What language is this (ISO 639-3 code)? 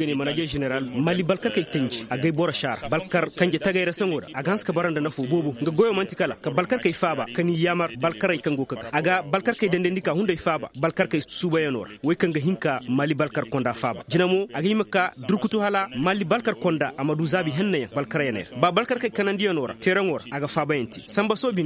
ses